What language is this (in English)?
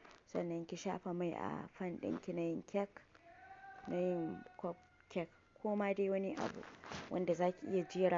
Hausa